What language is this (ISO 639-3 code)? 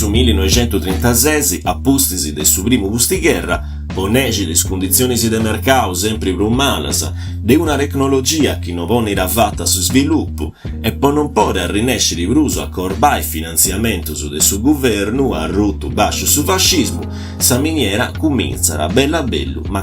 srd